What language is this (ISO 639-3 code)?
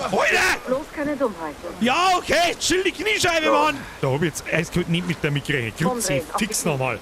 bar